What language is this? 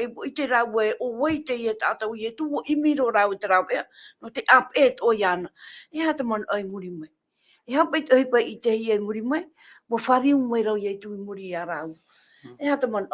Tahitian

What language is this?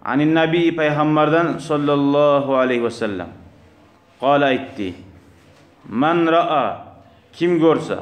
Kumyk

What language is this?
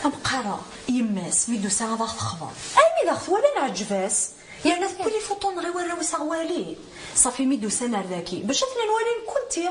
Kabyle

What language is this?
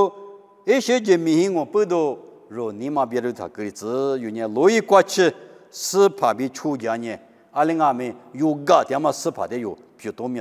Lisu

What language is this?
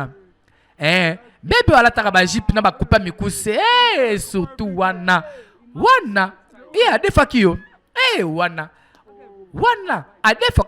Lingala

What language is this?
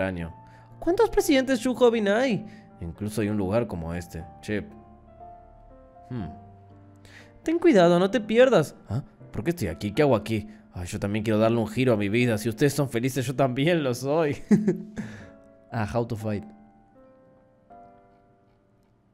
Spanish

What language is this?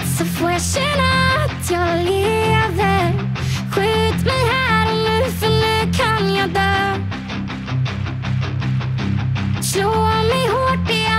Swedish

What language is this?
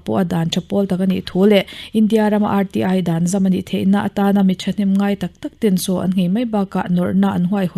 Mizo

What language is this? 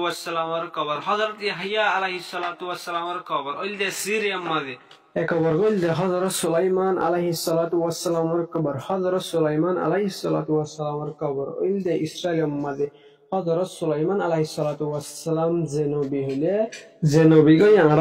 Rohingya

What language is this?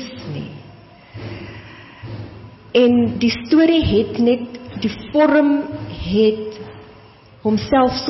Afrikaans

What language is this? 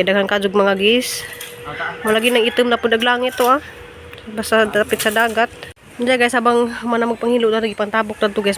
Cebuano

